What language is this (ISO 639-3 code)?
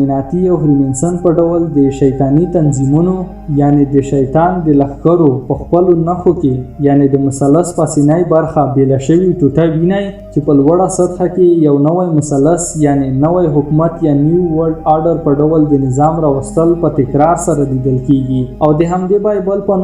pus